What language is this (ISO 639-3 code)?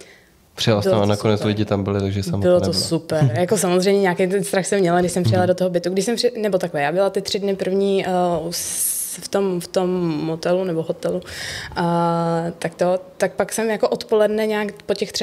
ces